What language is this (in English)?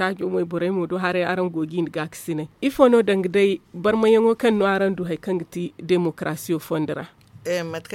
Zarma